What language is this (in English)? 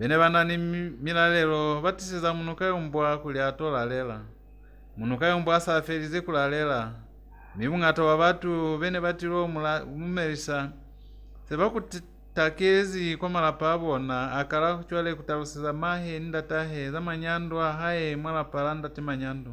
Lozi